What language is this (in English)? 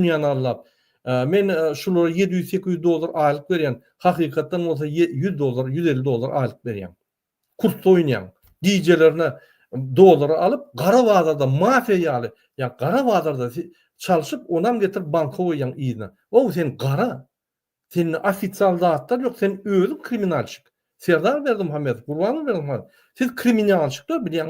Turkmen